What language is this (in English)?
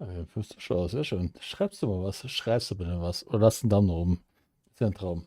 Bavarian